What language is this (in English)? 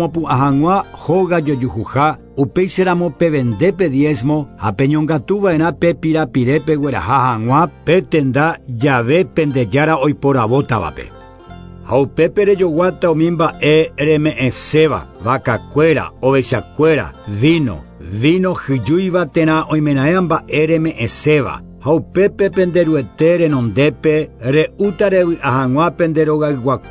Guarani